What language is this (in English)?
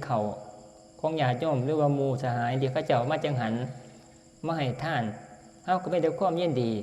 Northeastern Thai